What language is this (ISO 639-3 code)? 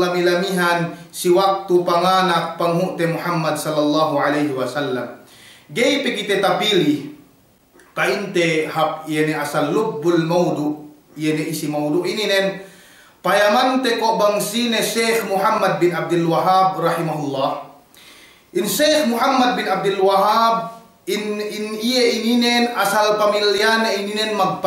yka